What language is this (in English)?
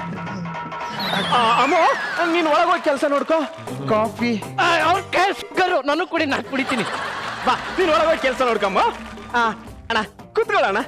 Kannada